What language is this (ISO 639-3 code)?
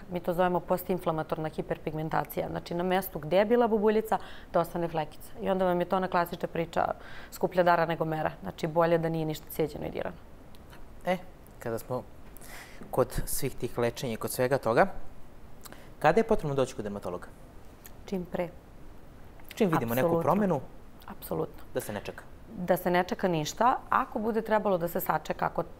srp